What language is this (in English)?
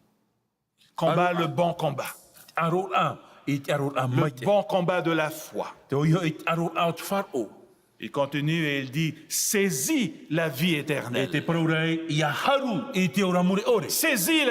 Tahitian